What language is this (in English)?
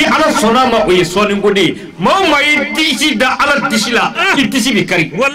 Bambara